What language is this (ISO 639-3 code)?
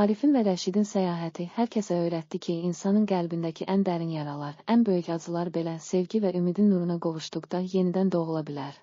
aze